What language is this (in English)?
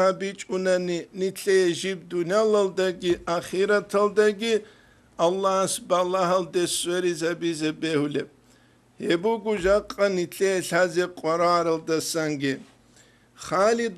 Avaric